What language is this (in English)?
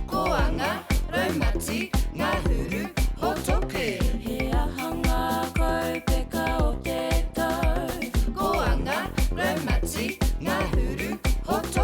Māori